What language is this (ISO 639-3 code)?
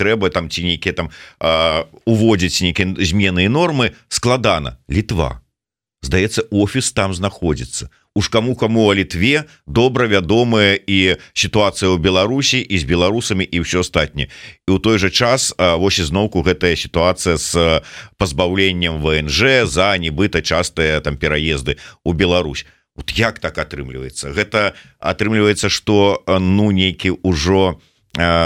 bel